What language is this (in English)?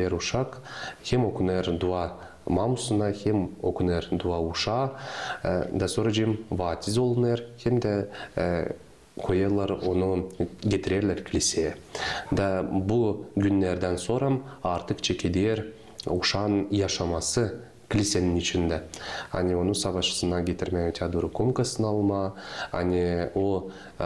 Gagauz